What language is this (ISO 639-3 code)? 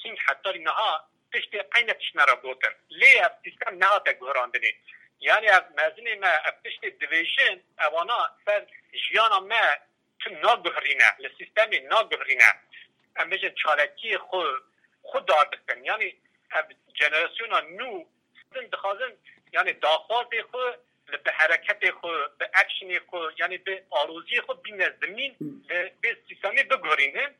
kur